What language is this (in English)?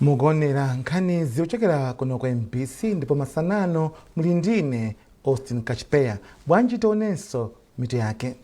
Nyanja